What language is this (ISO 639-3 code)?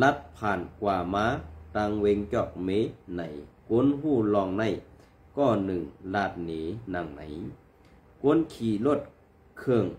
shn